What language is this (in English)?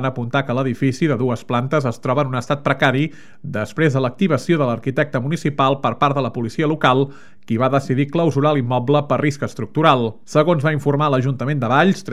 Catalan